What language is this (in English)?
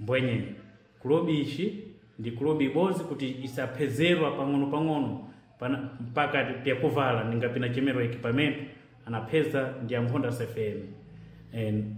Sena